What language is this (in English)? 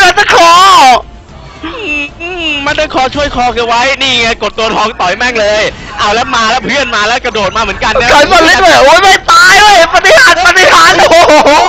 Thai